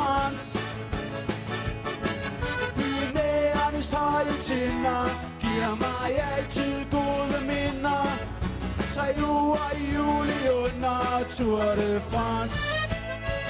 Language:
Danish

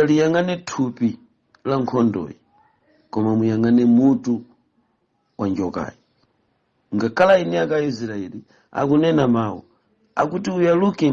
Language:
Nyanja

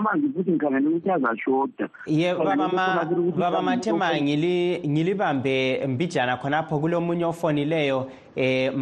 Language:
North Ndebele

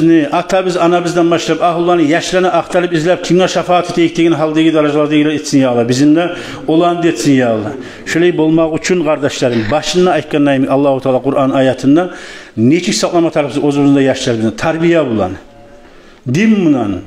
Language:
Kumyk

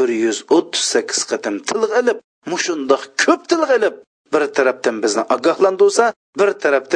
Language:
Uyghur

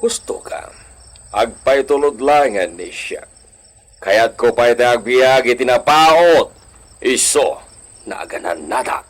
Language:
Iloko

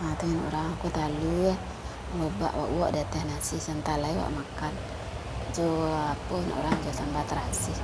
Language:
Minangkabau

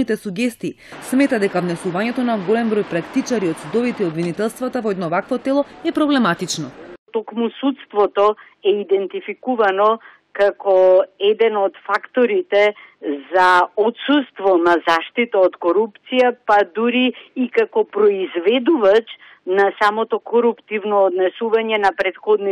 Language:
Macedonian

